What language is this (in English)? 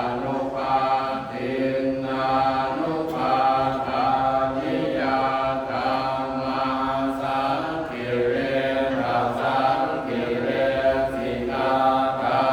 Pali